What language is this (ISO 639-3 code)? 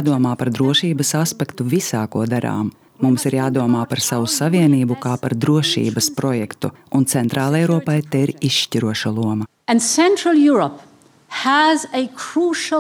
lav